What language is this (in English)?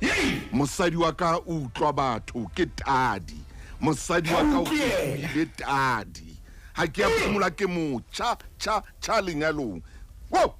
Southern Sotho